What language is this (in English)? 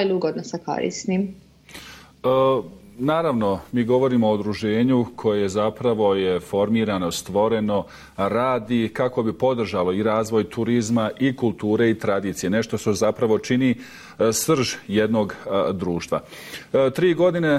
Bosnian